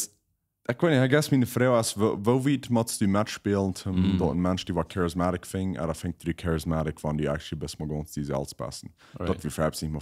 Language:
Plautdietsch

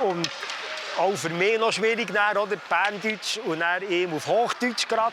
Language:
Swiss German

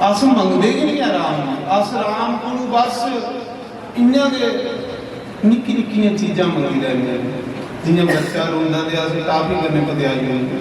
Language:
Dogri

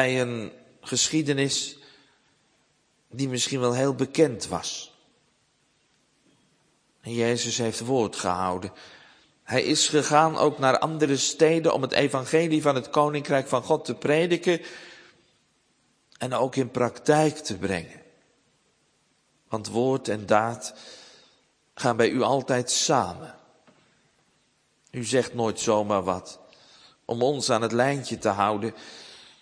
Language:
Dutch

